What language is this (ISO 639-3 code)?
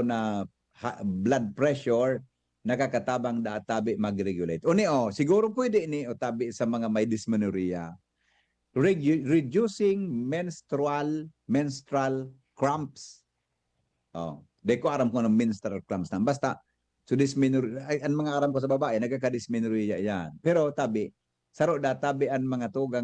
bik